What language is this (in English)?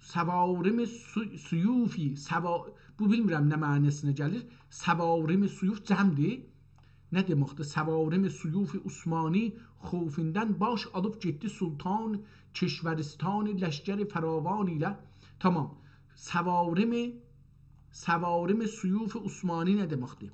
South Azerbaijani